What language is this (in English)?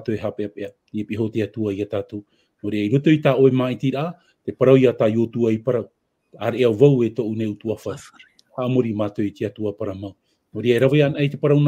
Tahitian